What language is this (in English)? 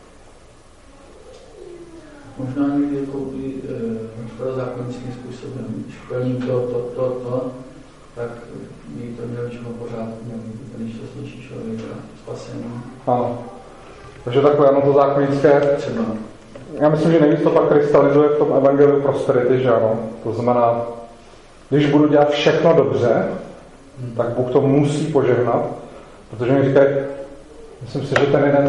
Czech